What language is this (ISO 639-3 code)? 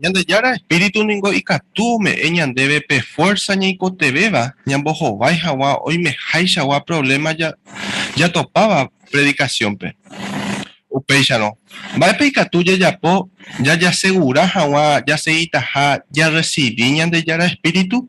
grn